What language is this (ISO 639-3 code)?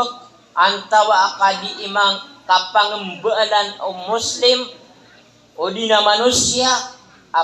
mrw